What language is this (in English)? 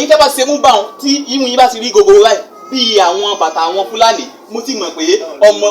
Yoruba